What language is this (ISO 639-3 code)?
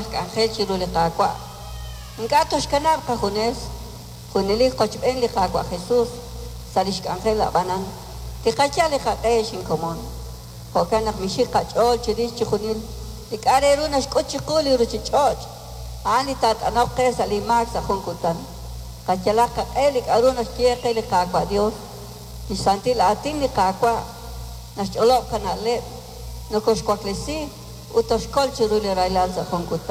kek